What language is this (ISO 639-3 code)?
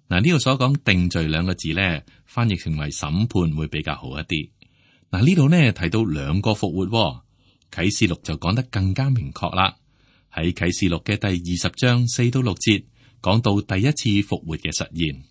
yue